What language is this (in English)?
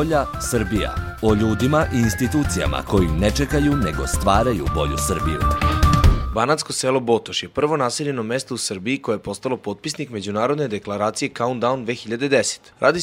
Serbian